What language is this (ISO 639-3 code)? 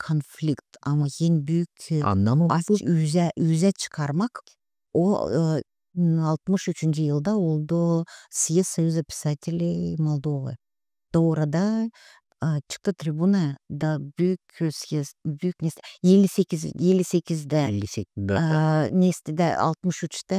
gag